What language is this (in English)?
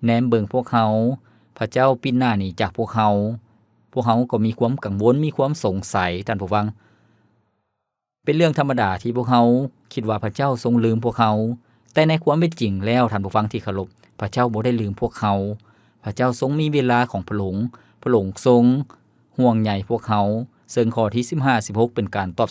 Lao